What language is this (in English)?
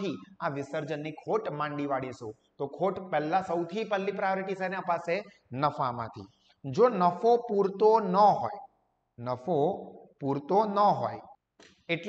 Gujarati